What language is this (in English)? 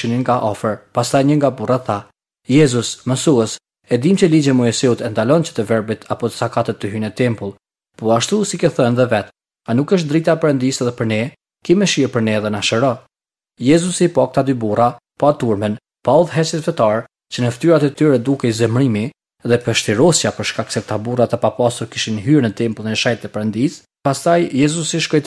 Albanian